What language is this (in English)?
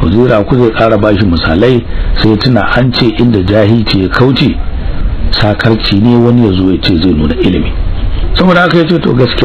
Hausa